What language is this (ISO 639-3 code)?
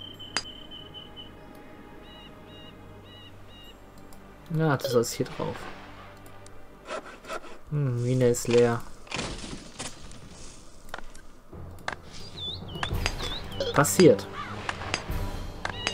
deu